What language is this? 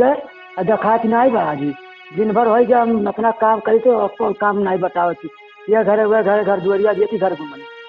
Awadhi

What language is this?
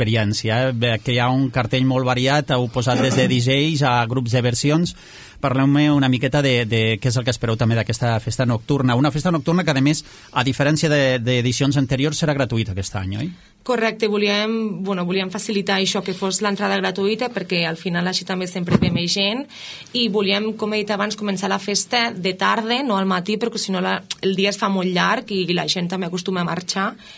Catalan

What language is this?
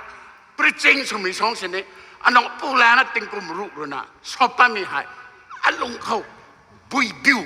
Rongmei Naga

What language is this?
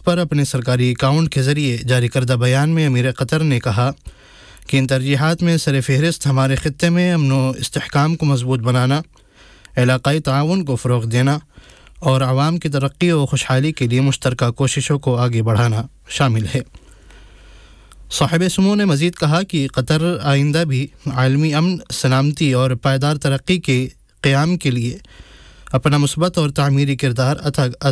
Urdu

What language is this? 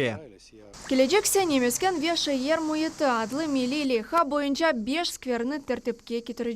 Crimean Tatar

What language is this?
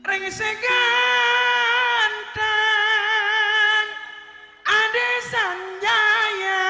Madurese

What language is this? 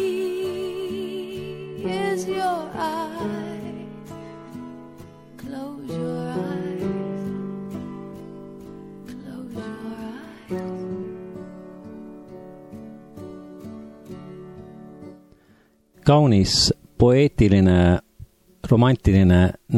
Estonian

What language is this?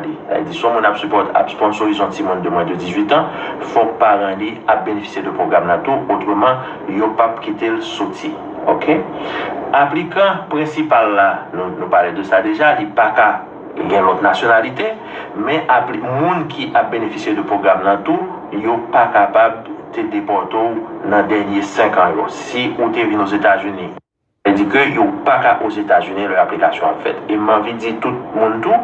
Haitian Creole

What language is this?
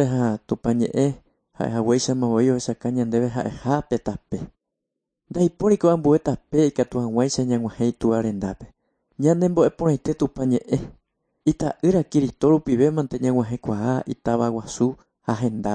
Guarani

